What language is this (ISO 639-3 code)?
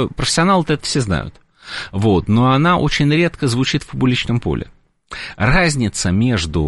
rus